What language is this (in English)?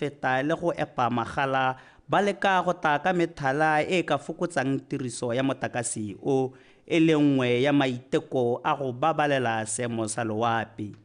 Tswana